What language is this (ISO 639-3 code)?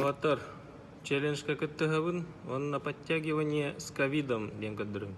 sah